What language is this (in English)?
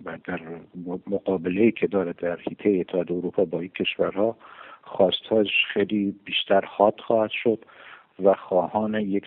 Persian